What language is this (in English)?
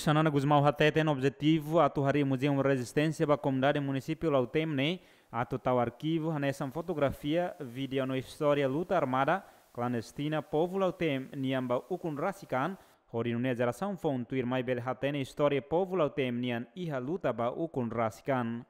Tetum